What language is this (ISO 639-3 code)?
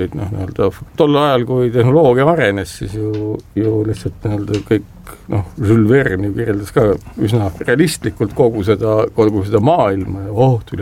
est